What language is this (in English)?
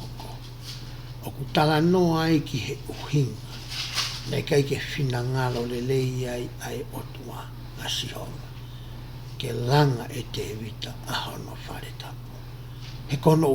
Tongan